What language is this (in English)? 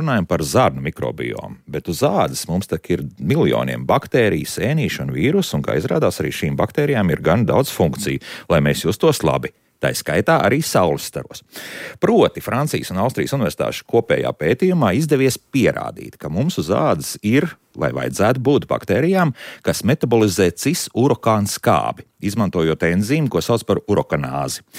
Latvian